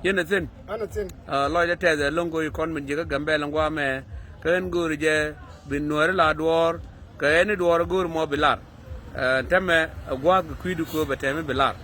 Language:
Nuer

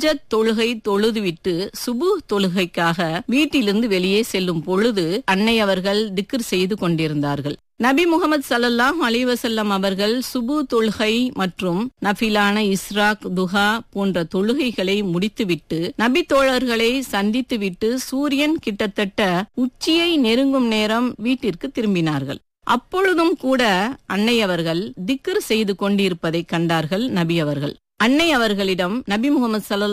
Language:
Tamil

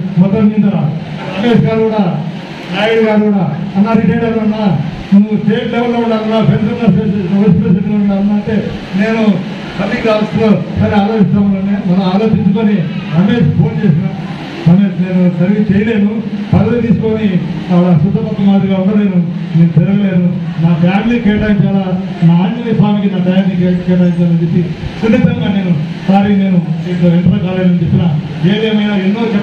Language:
Telugu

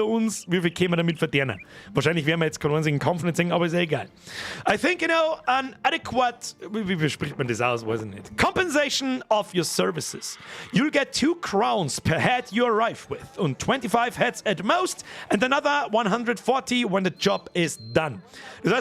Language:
Bavarian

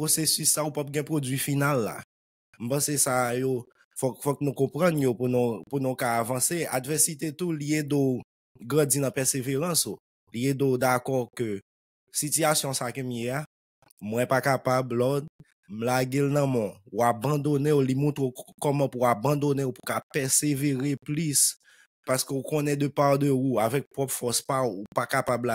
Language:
Haitian Creole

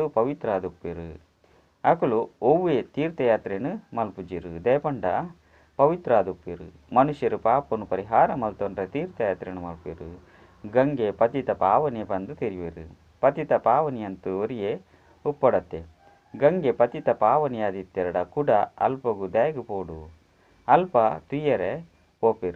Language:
Tulu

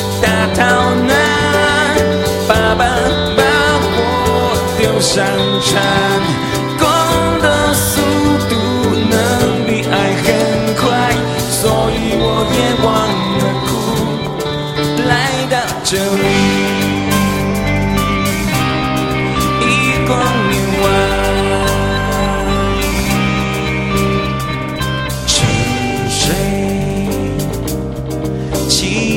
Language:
Chinese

